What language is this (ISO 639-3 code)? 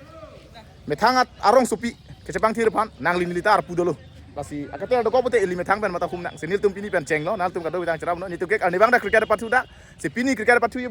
mjw